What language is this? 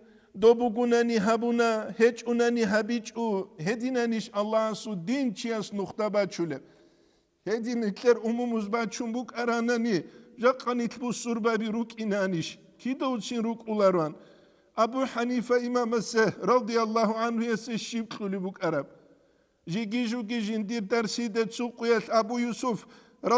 Avaric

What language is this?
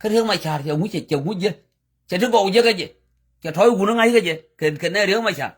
Nuer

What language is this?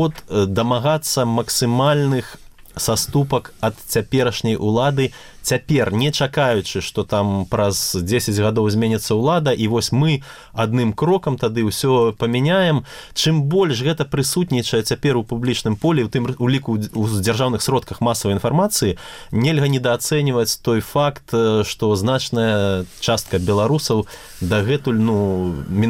Belarusian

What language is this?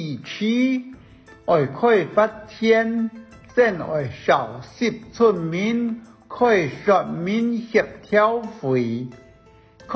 Hakka Chinese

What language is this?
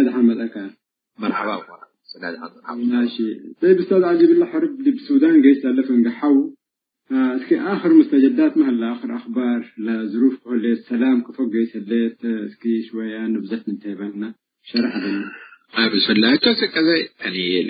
Tigre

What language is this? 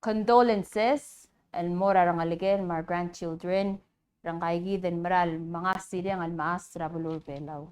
Palauan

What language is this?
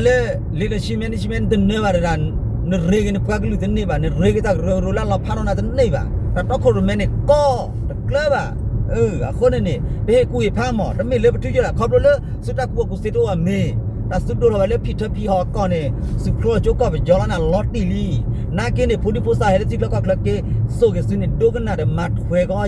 S'gaw Karen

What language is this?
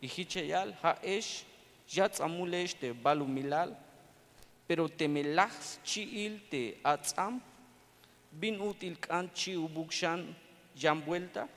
Tzeltal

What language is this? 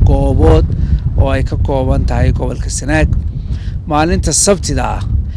Somali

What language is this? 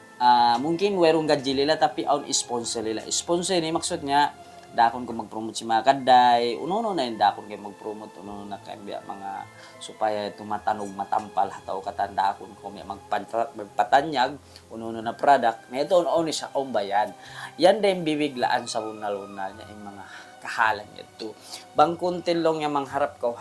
Tausug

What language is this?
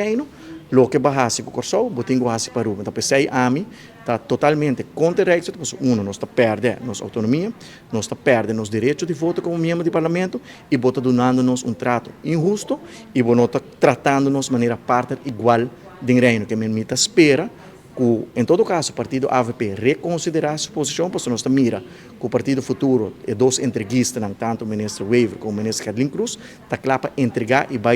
Papiamento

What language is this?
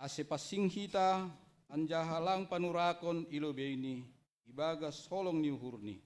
Batak Simalungun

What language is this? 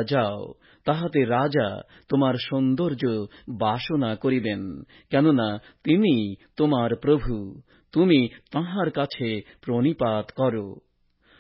Bangla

